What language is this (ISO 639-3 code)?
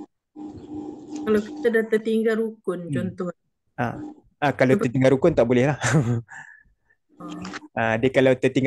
msa